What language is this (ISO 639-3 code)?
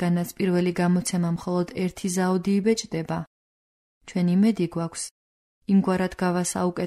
kat